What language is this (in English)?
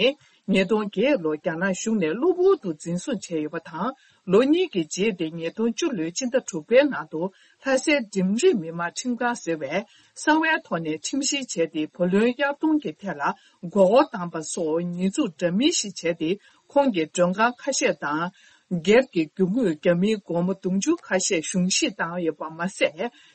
Tibetan